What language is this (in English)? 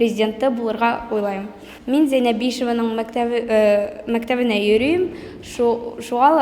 Bashkir